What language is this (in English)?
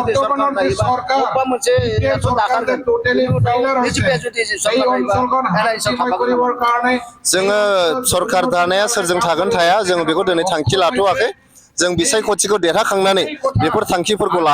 Bodo